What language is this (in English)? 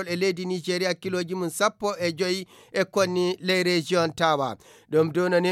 Nigerian Fulfulde